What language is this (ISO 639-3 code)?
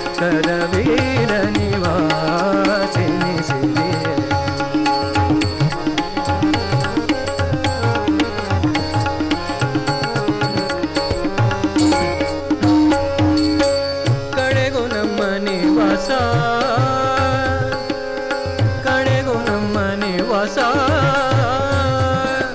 kan